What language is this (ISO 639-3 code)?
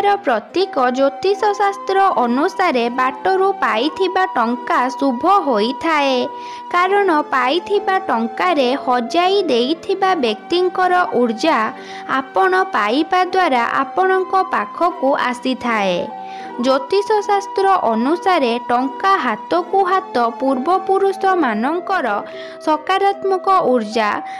ori